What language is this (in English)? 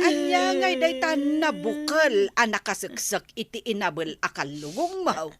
Iloko